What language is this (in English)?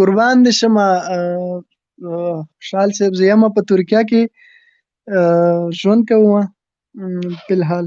Pashto